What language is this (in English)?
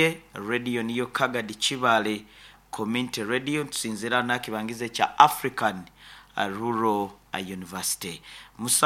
Nyoro